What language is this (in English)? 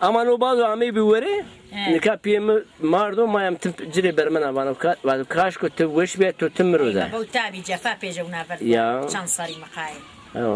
Zaza